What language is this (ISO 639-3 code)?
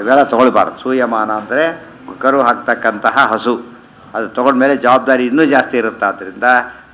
kan